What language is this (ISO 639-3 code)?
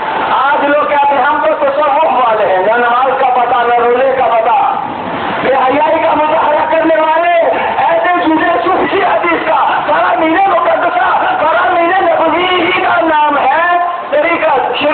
urd